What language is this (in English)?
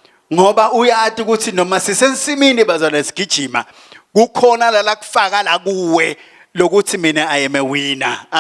Swati